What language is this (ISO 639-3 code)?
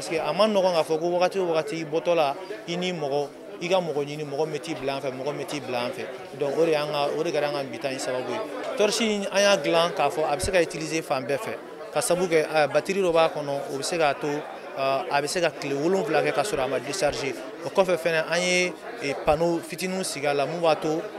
bam